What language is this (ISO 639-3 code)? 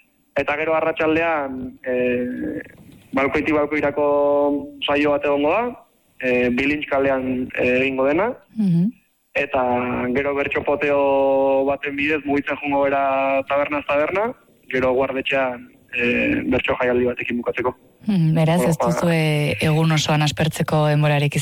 eus